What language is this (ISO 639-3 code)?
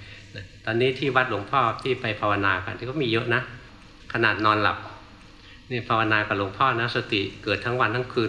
tha